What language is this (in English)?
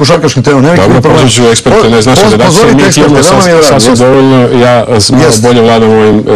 Serbian